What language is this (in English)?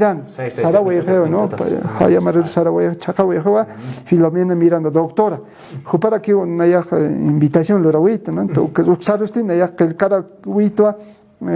Aymara